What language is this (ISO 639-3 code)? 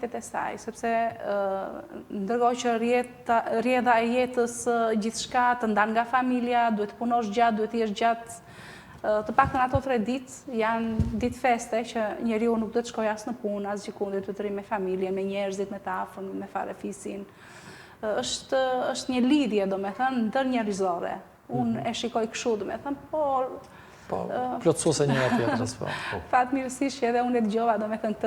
sqi